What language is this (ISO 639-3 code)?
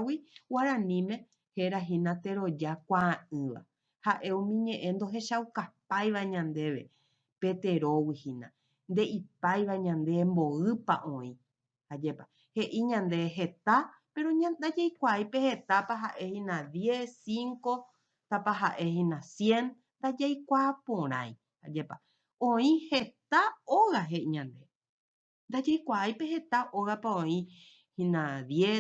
grn